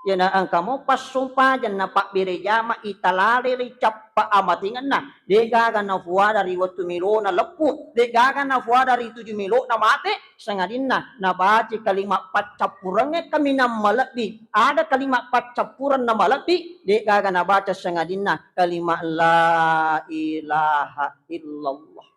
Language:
Buginese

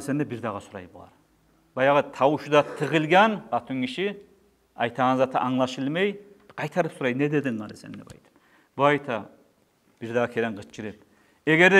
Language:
Kumyk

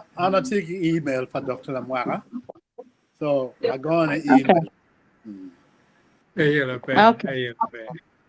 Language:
Acoli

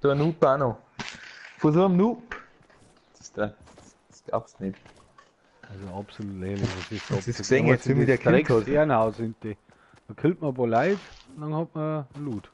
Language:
Bavarian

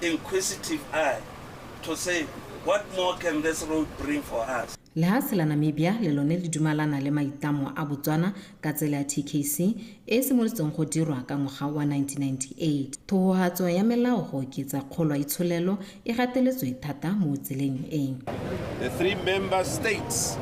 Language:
Tswana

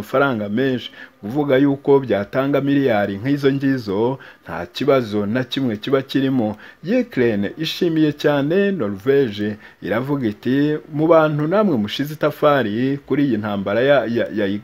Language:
Kinyarwanda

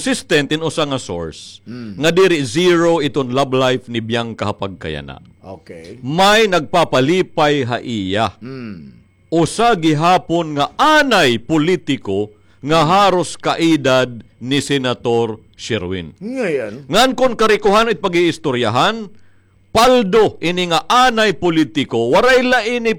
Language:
Waray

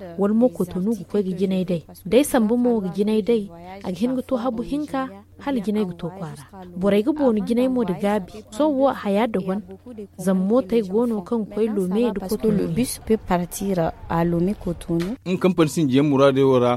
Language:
Zarma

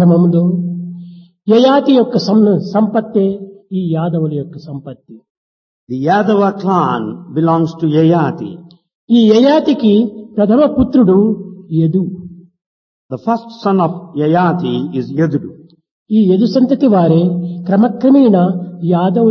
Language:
Telugu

